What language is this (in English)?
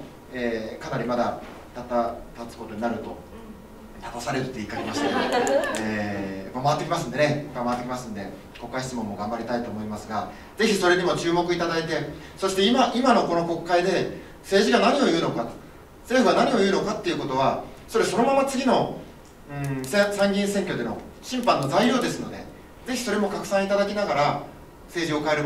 Japanese